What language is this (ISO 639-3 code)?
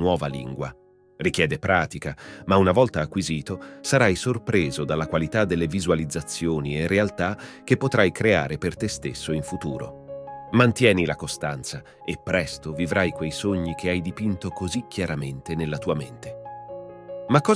ita